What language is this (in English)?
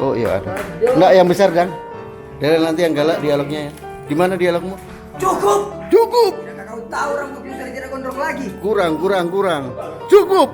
Manado Malay